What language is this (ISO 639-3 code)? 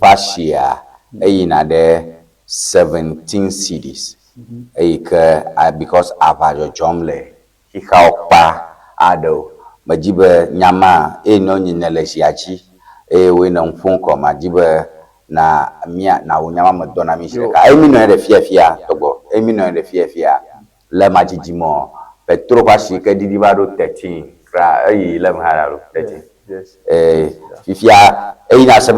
ewe